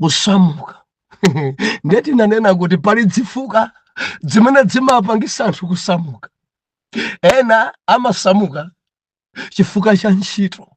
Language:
Nyanja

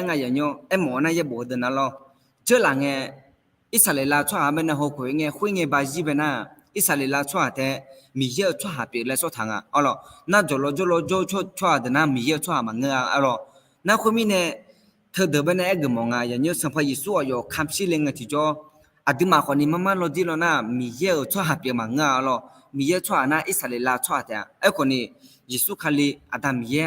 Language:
Akha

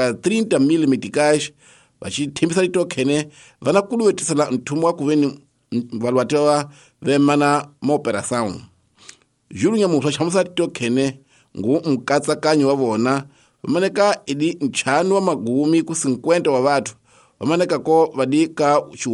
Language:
Tsonga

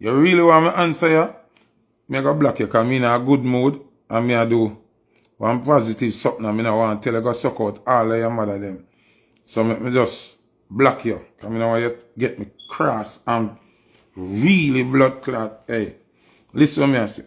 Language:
Jamaican Creole English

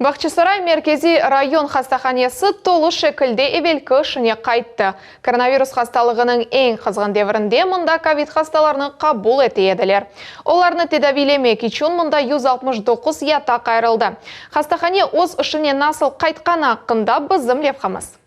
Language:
Crimean Tatar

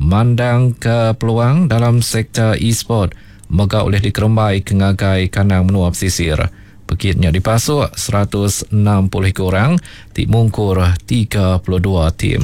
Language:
Iban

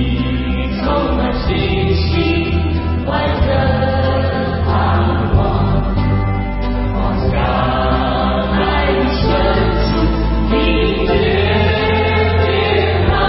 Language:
Chinese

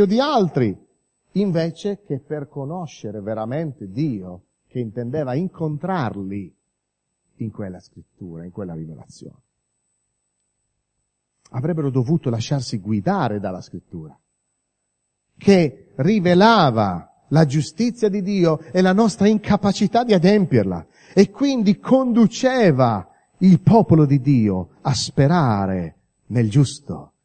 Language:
Italian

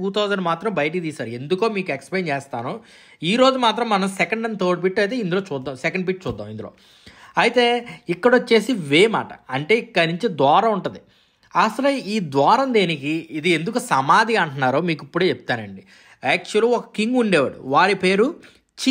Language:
Telugu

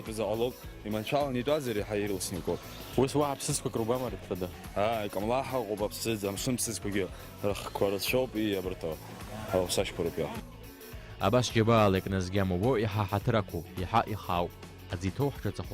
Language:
Abkhazian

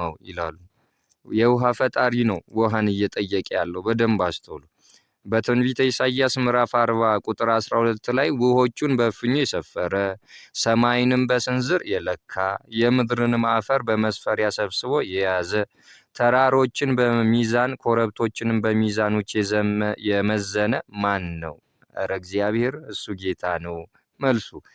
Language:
Amharic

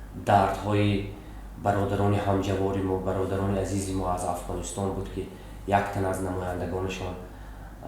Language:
Tajik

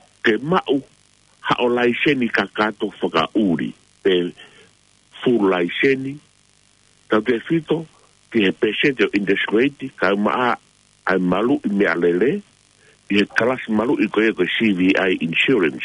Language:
Tongan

